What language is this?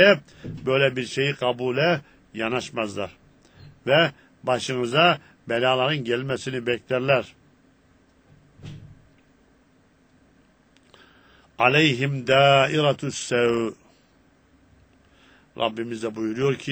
Turkish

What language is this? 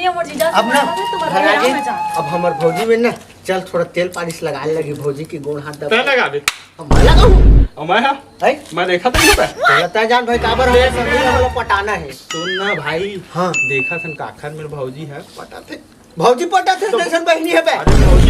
Chhattisgarhi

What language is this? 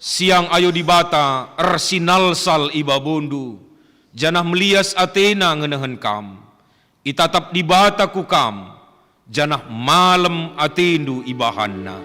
Batak Karo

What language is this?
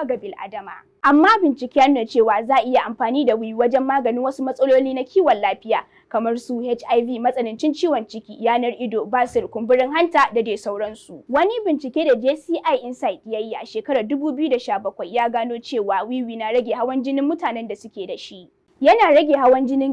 Hausa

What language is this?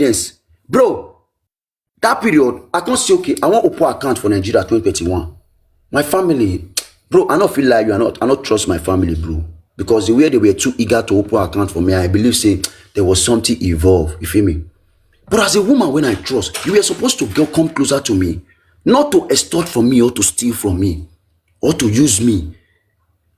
Nigerian Pidgin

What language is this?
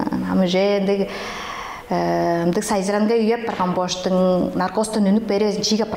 Tuvinian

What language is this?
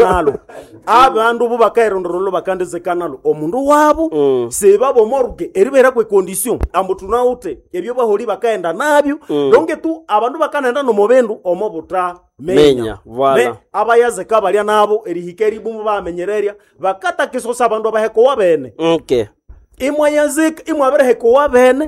Nande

